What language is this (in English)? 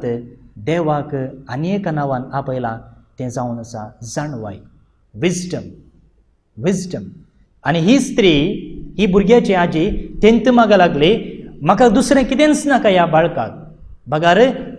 Konkani